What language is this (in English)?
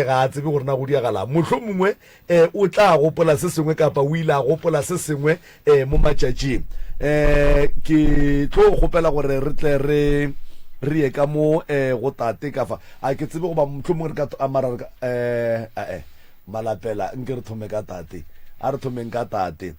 Northern Sotho